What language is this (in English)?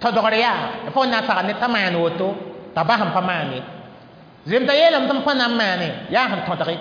Mossi